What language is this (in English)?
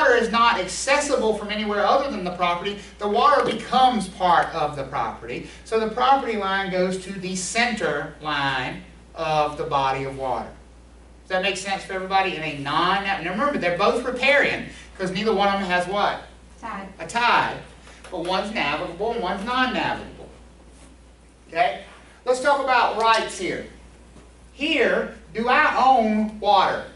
English